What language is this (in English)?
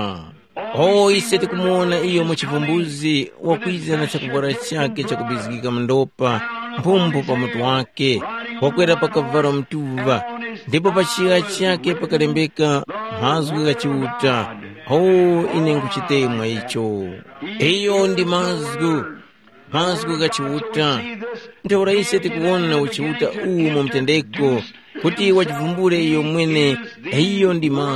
Tumbuka